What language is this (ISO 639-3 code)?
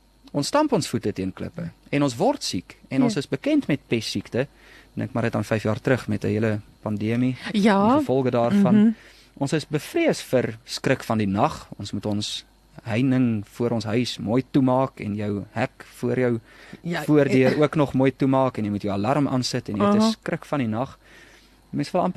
afr